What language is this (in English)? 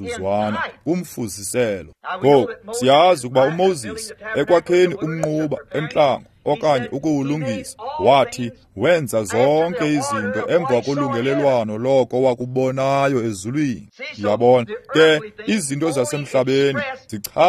Xhosa